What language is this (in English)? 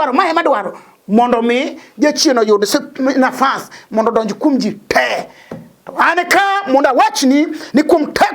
Luo (Kenya and Tanzania)